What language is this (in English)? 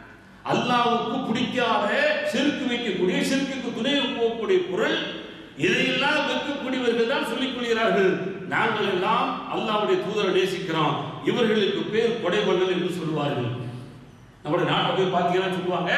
Tamil